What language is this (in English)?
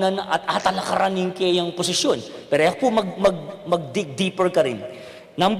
Pampanga